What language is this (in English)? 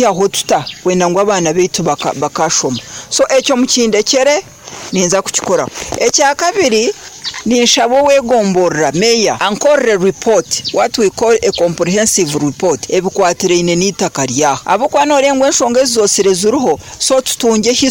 Nyoro